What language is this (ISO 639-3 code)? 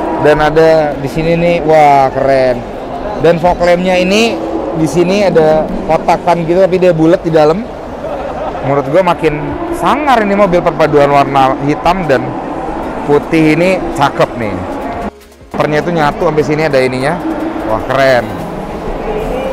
ind